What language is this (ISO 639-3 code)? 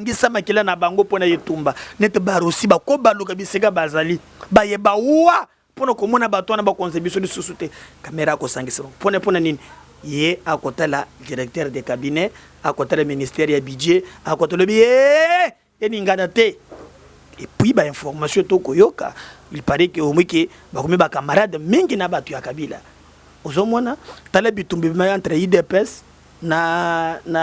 lin